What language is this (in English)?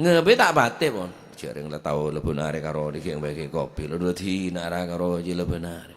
Madurese